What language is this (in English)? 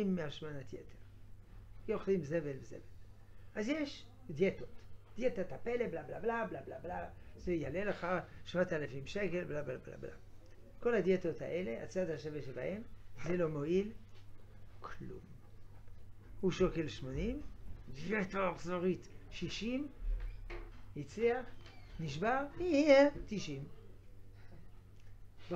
Hebrew